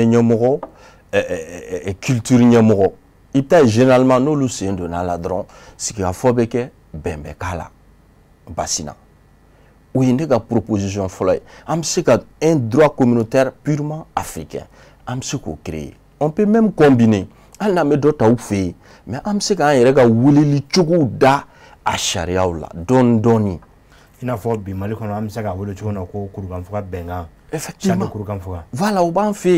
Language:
Bambara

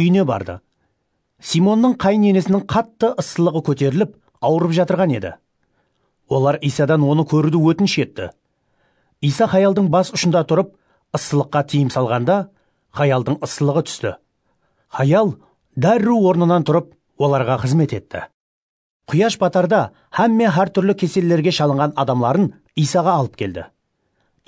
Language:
Kara-Kalpak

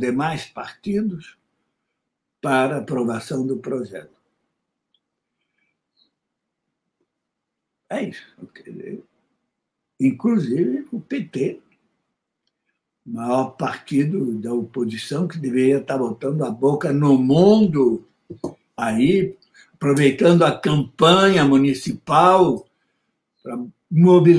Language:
Portuguese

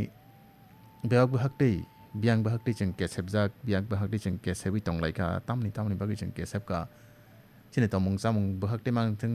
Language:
Kok Borok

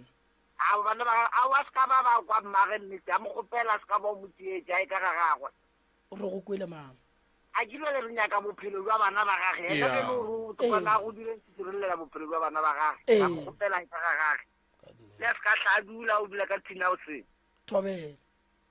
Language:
Northern Sotho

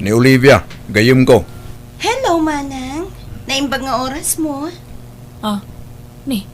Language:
Iloko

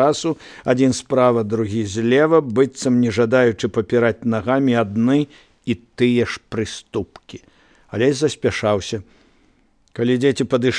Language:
Belarusian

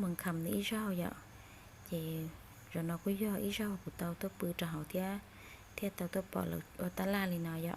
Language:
Hmong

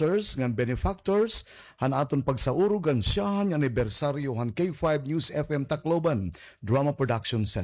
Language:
Waray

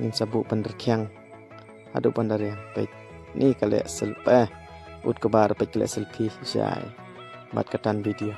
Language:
Khasi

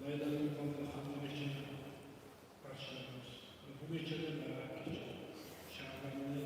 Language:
Kumyk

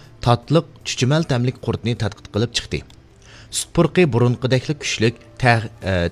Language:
Uyghur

